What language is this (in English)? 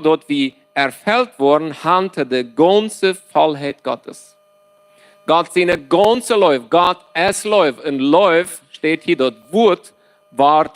Plautdietsch